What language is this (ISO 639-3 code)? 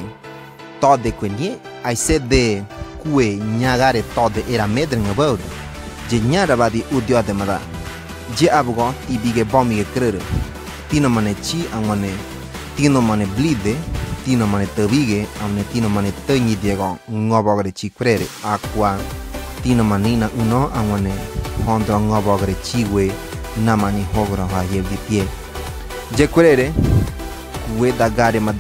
gym